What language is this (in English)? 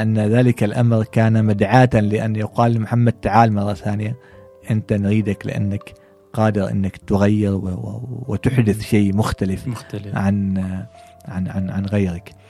Gulf Arabic